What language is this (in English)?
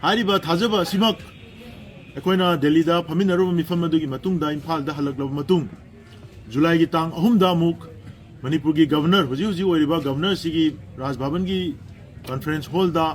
Manipuri